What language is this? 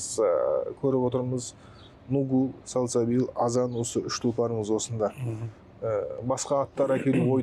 Kazakh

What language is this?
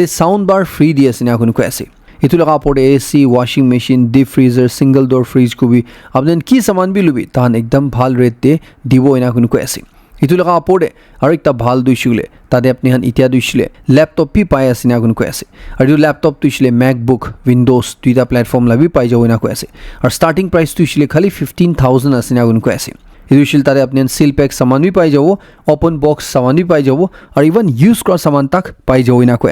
Naga Pidgin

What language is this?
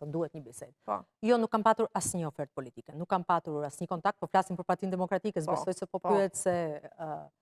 Albanian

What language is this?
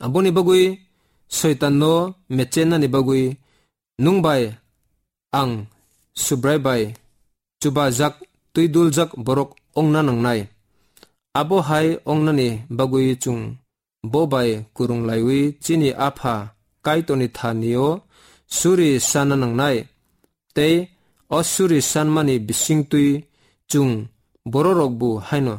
Kok Borok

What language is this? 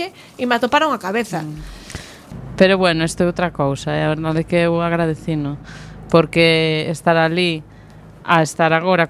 Galician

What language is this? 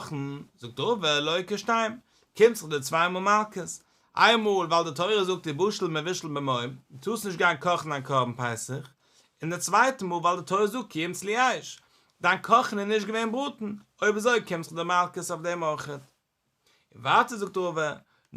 Yiddish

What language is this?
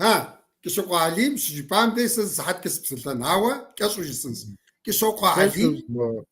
Kabardian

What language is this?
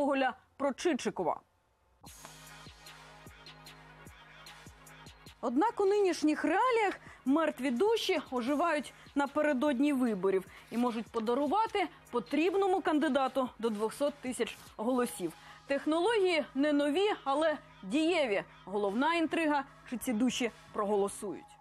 Ukrainian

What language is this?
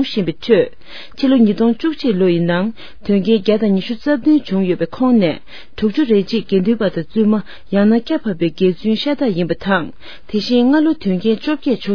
Tibetan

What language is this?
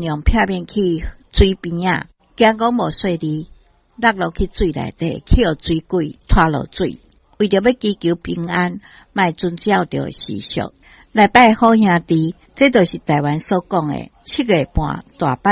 Min Nan Chinese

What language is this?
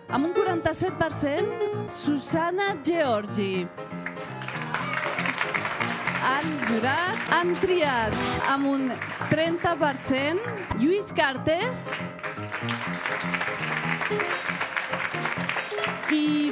Catalan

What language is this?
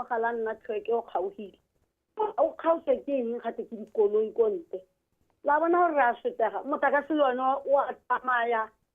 Tswana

